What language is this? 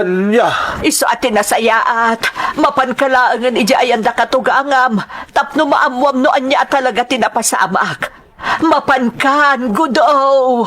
Iloko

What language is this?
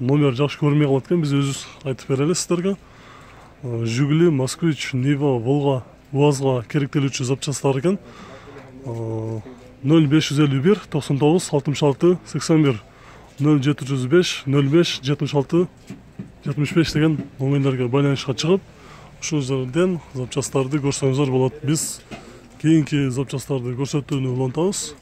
Kyrgyz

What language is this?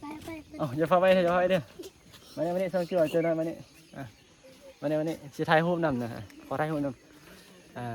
Northeastern Thai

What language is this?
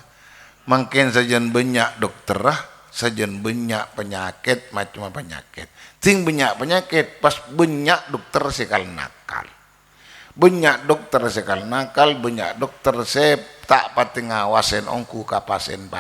Madurese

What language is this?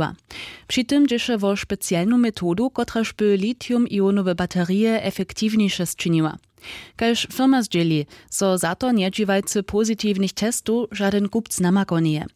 Upper Sorbian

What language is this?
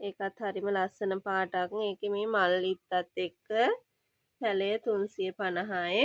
Sinhala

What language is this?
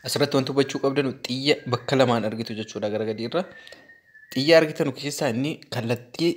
Oromo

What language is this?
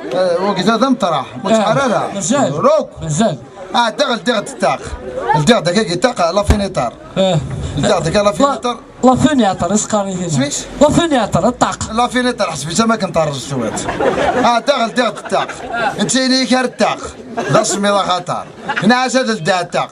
Kabyle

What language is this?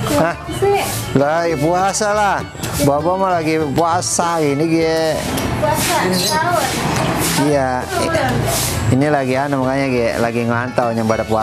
Betawi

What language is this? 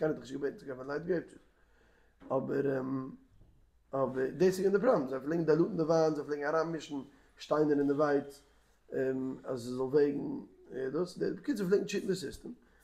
Yiddish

